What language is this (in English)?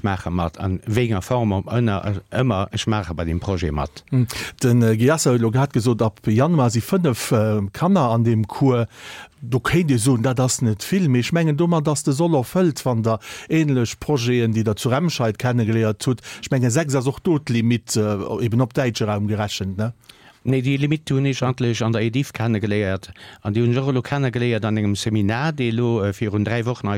Luxembourgish